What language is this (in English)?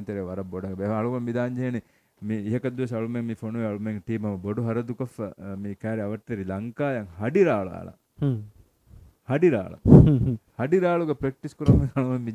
Divehi